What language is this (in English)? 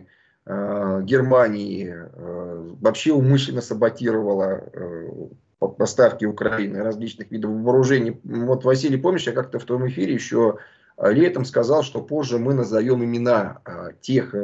Russian